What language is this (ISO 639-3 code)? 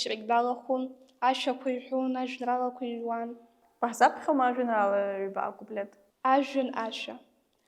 abk